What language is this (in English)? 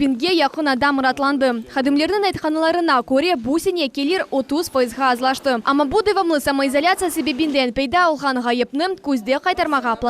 Crimean Tatar